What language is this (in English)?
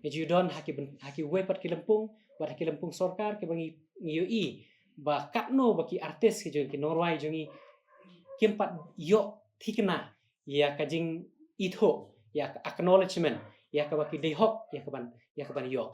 Khasi